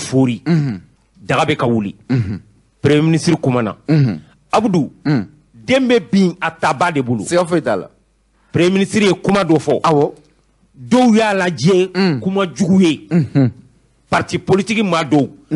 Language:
Bambara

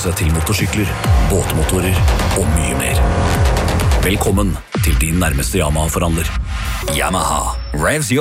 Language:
Norwegian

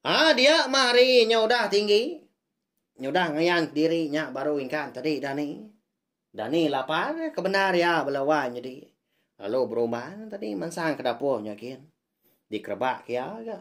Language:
Iban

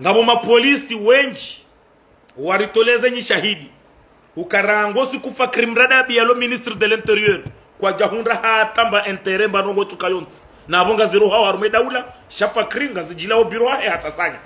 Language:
Ngazidja Comorian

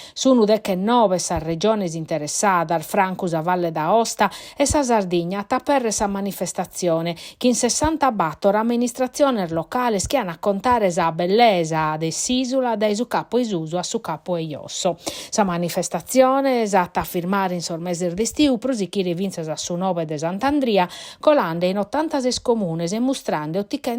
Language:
Sardinian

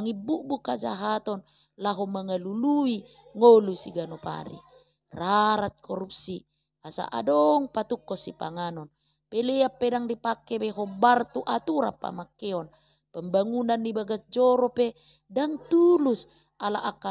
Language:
Batak Toba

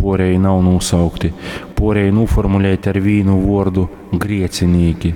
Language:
Latgalian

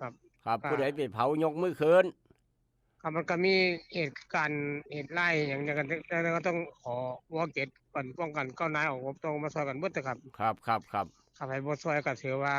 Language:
Northeastern Thai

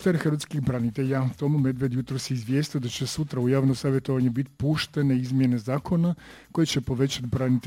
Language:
Croatian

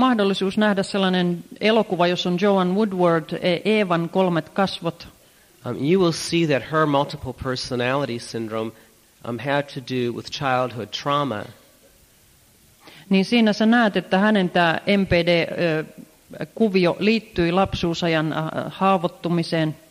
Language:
Finnish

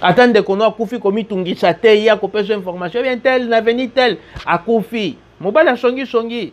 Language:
Lingala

